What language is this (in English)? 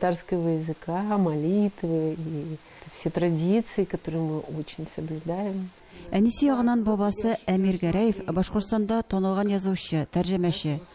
Tatar